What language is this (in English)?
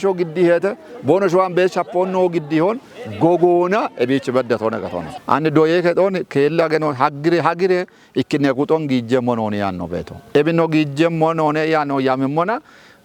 Kafa